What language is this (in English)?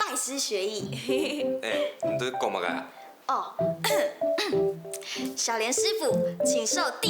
Hakka Chinese